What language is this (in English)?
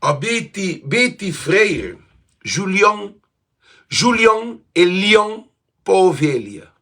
Kabuverdianu